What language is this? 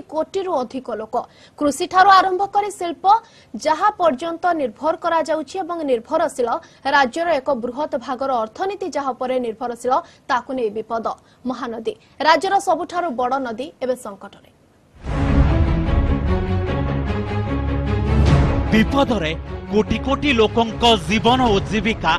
Odia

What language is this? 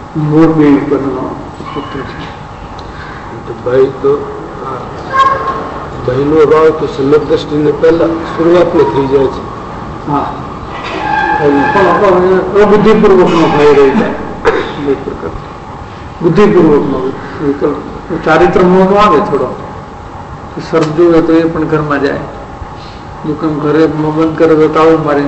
Gujarati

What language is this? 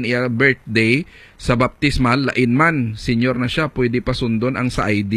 Hiligaynon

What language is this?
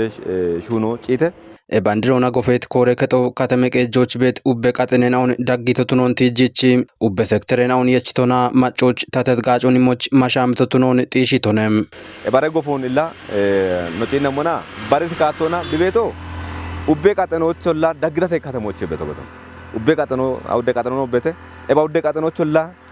Kafa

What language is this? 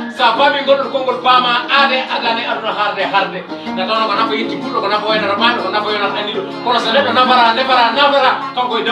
Fula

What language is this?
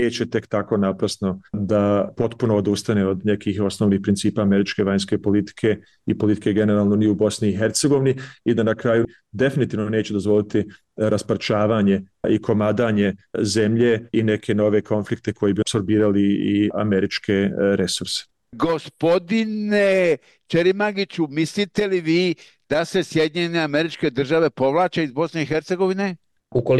Bosnian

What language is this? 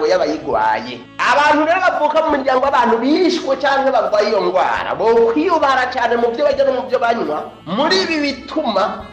Rundi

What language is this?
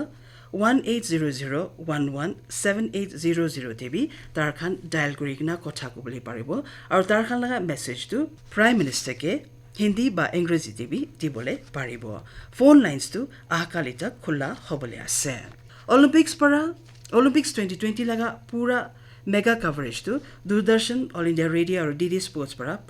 Naga Pidgin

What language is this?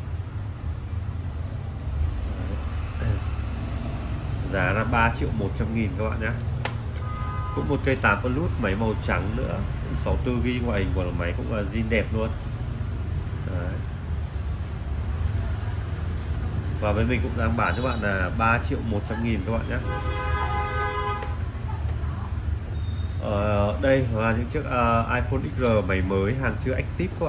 Vietnamese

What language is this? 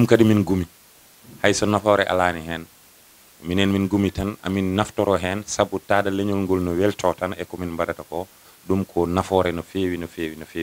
Fula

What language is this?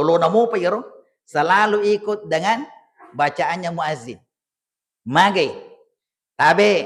Buginese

